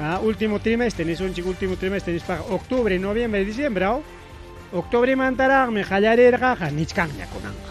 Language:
Ayacucho Quechua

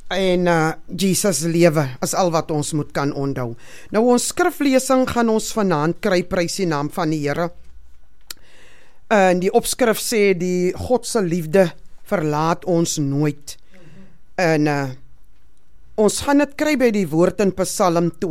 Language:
Afrikaans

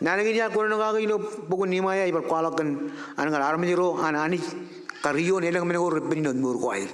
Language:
Marshallese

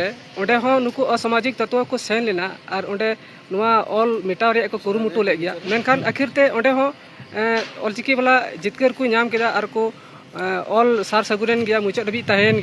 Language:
Santali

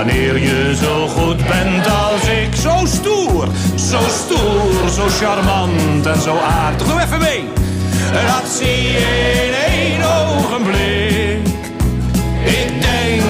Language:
Dutch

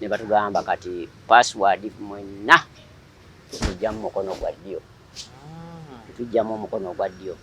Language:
Ganda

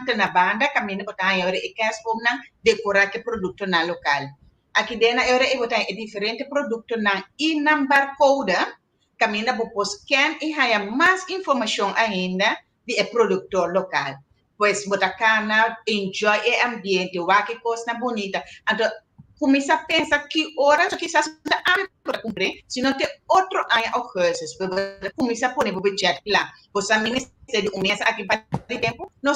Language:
Papiamento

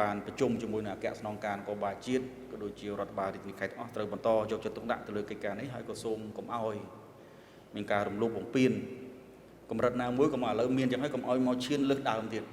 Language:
Khmer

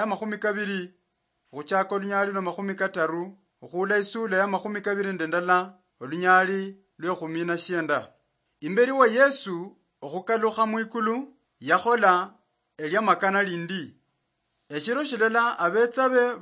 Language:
Luyia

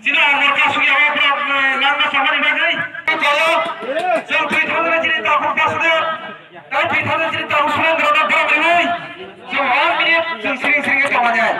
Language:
Kok Borok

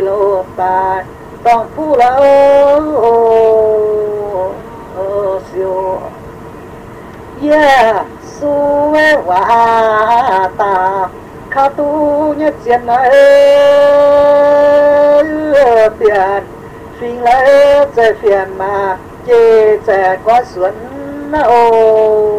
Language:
Vietnamese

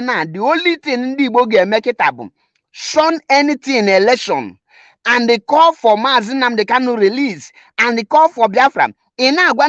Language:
Igbo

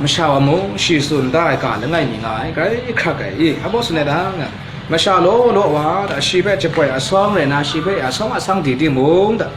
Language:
Kachin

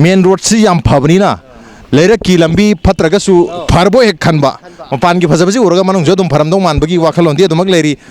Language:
Manipuri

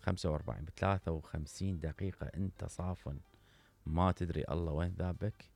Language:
Mesopotamian Arabic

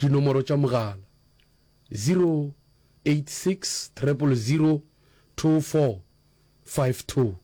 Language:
Northern Sotho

